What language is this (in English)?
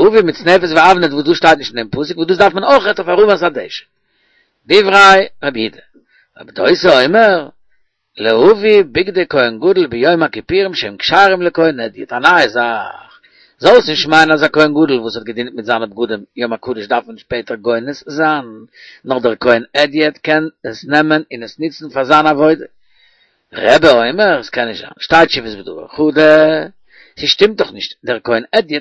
Yiddish